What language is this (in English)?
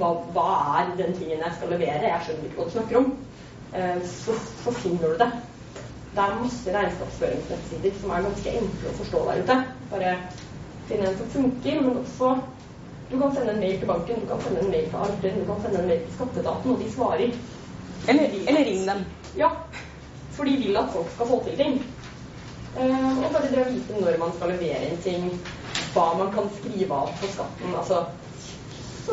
Norwegian